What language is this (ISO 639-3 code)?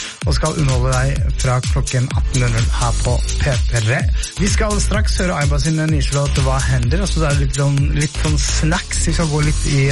nor